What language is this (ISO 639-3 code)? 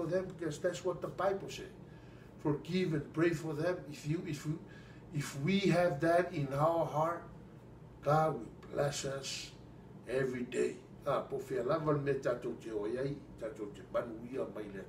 smo